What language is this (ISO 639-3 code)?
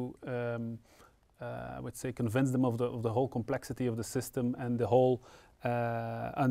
eng